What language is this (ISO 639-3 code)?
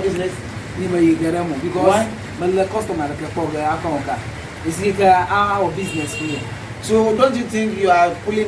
ewe